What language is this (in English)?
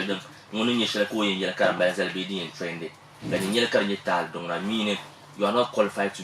Dagbani